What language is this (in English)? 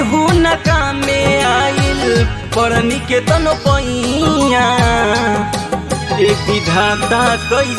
Bhojpuri